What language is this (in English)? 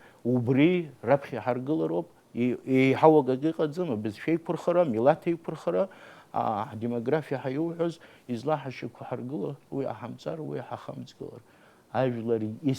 Abkhazian